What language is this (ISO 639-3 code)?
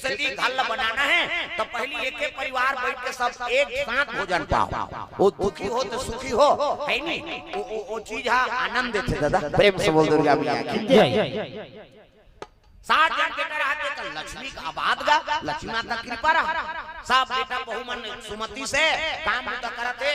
hne